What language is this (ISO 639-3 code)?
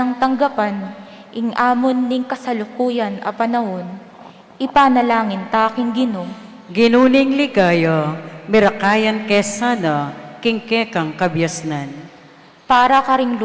pam